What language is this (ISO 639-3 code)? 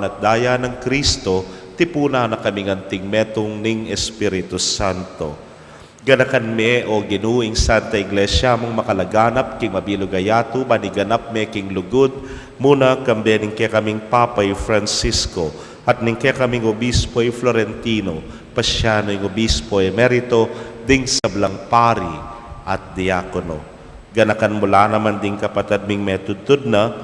pam